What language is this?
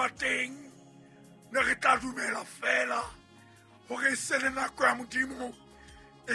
Southern Sotho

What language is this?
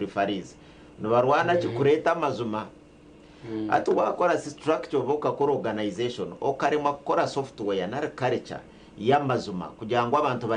Nyankole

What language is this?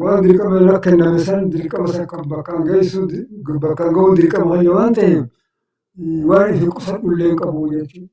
Oromo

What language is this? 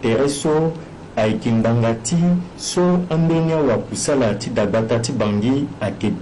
Sango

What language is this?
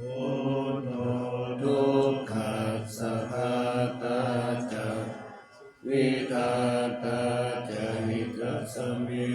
Pali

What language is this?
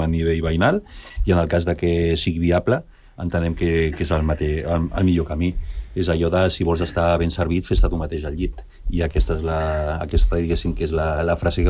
Catalan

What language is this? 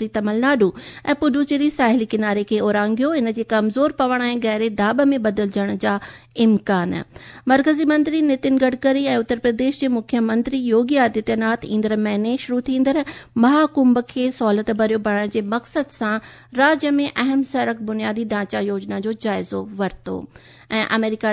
Sindhi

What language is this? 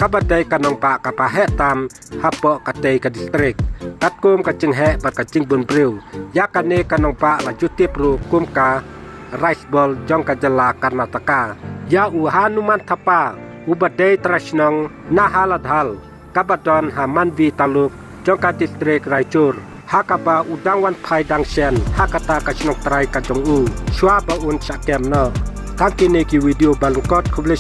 Khasi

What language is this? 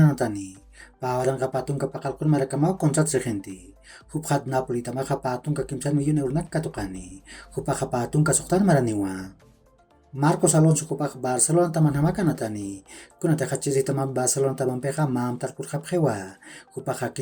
Aymara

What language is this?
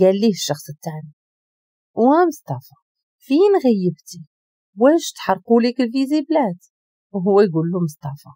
Moroccan Arabic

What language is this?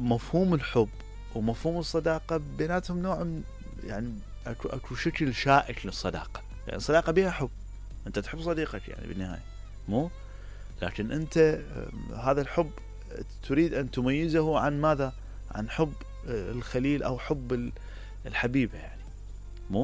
Mesopotamian Arabic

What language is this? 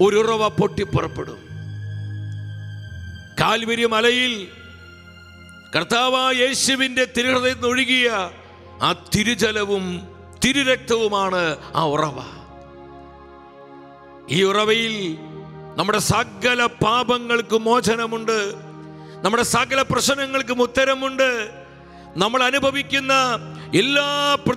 Malayalam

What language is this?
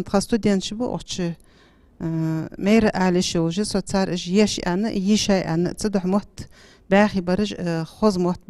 Ingush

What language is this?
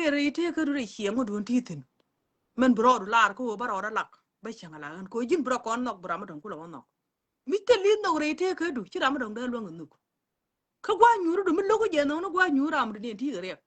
Nuer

